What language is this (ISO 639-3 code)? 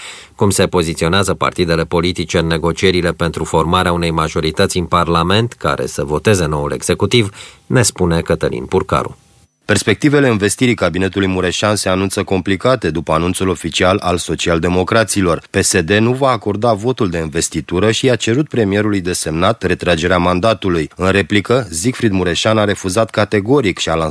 ron